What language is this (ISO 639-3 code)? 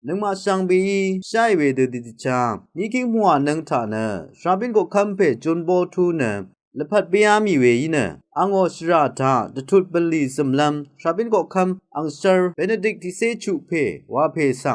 raw